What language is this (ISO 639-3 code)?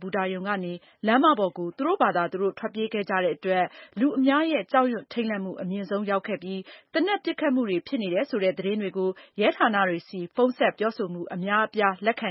mya